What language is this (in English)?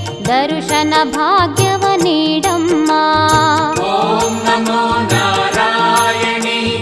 Kannada